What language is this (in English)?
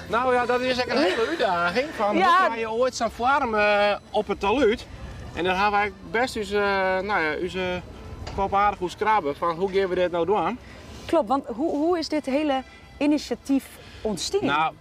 Western Frisian